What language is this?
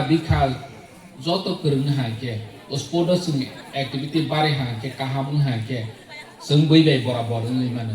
Kok Borok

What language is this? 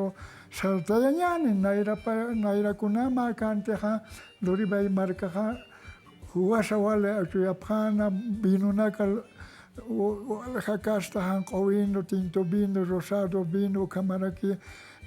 Aymara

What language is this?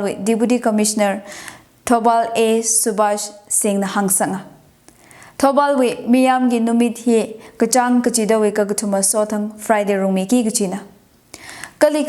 Tangkhul Naga (India)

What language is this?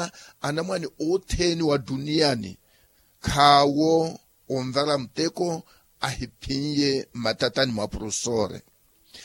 Makhuwa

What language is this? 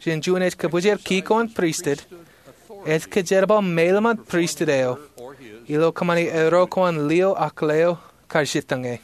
Marshallese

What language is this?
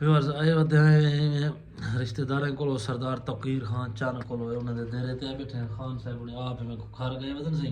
Saraiki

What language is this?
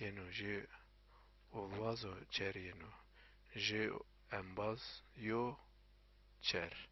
Zaza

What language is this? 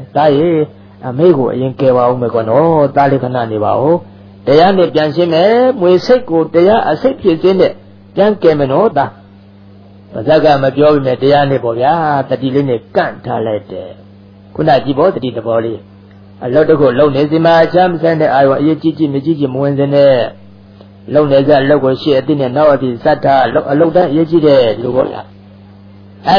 Burmese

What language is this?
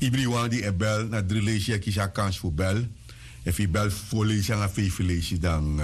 Sranan Tongo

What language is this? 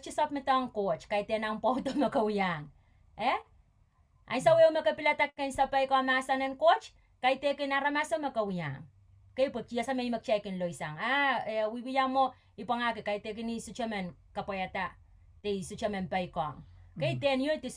Pohnpeian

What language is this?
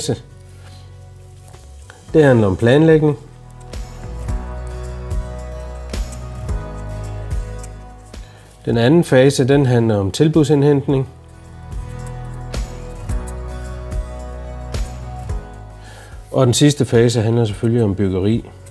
Danish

